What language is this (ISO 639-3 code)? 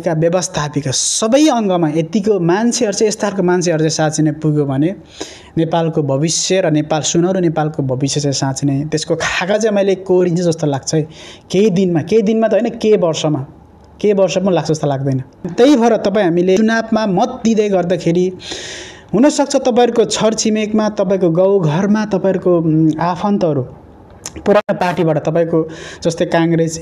nep